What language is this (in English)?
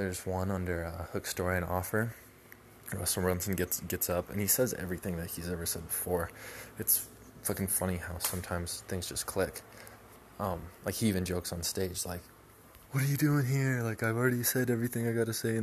English